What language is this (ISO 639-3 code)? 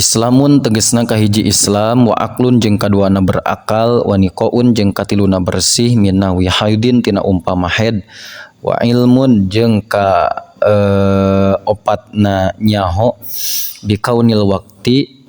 sun